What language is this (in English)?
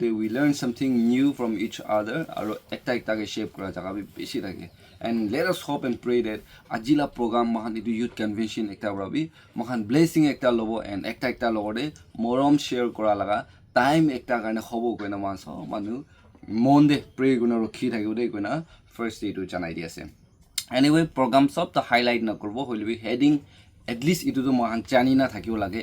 Naga Pidgin